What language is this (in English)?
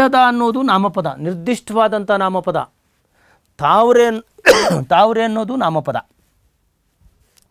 Kannada